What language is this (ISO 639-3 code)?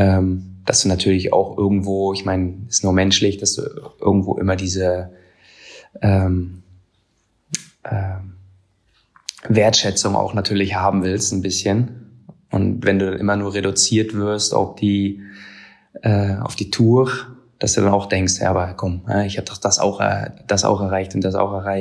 deu